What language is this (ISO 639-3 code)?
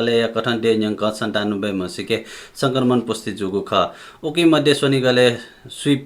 new